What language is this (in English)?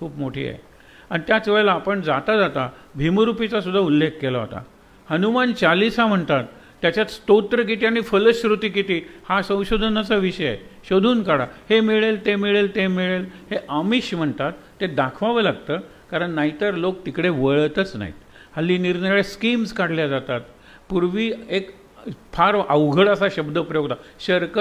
Marathi